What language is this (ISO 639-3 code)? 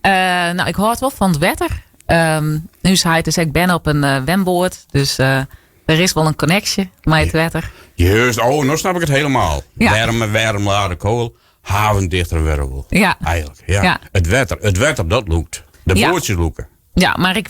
fry